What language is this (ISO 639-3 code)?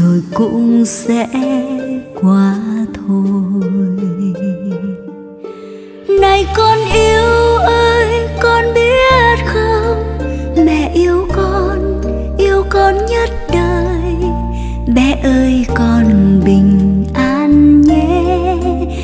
vie